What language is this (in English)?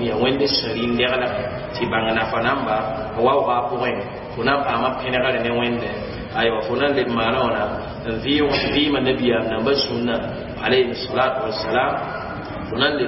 Mossi